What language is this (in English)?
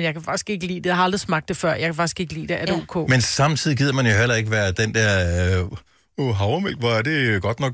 Danish